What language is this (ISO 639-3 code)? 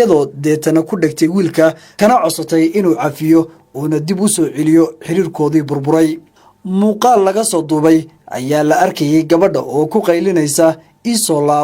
som